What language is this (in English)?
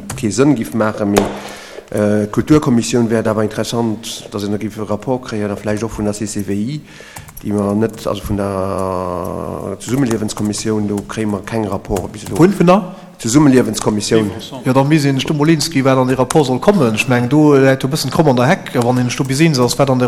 Luxembourgish